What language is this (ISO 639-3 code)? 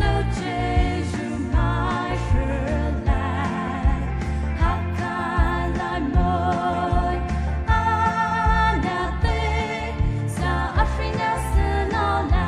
pmx